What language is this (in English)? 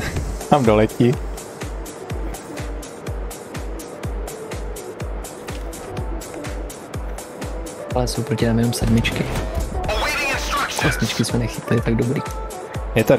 Czech